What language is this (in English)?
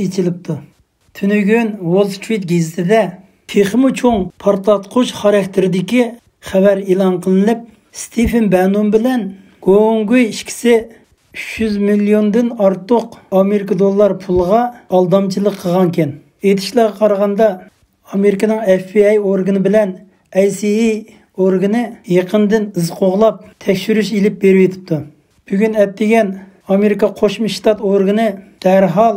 Uyghur